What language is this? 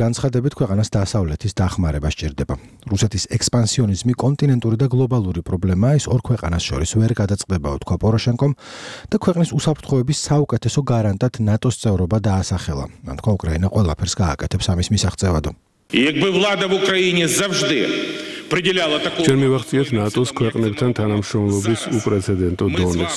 Georgian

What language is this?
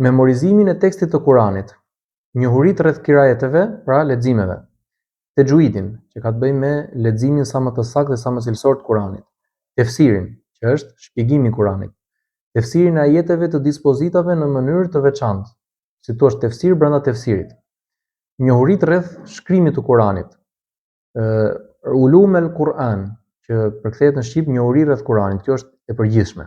Albanian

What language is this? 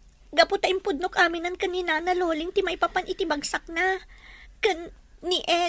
Iloko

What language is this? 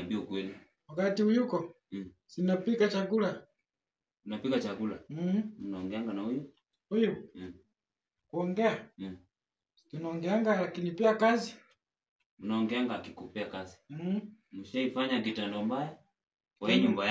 Swahili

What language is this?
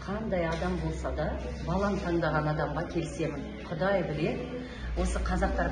Kazakh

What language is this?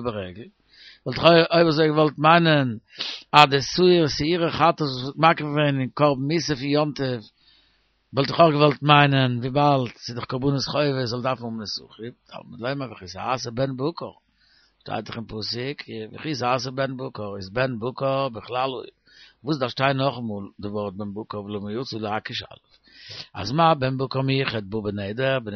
Yiddish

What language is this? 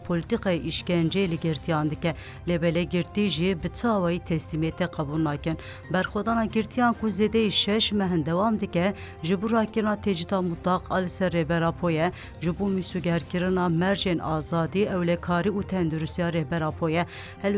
Kurdish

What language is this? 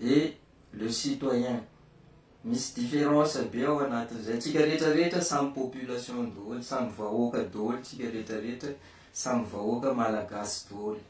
Malagasy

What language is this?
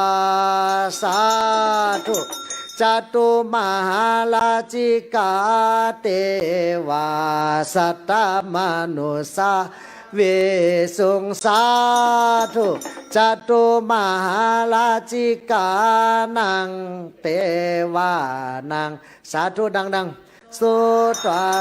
Pali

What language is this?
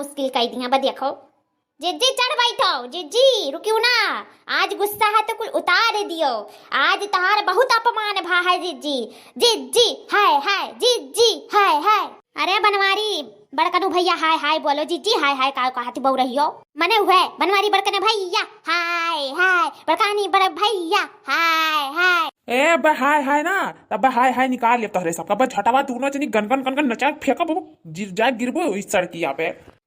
Awadhi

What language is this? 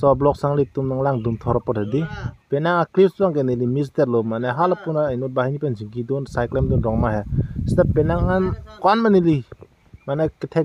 Karbi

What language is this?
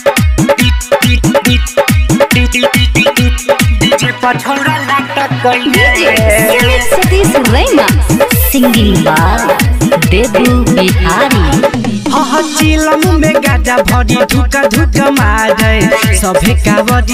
Bhojpuri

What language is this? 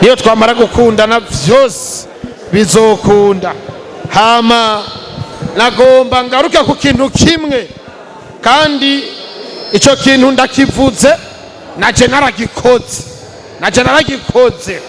Rundi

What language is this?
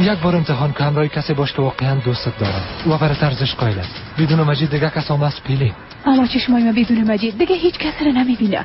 Persian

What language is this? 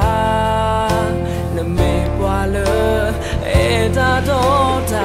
S'gaw Karen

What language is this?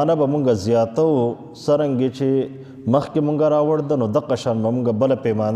Pashto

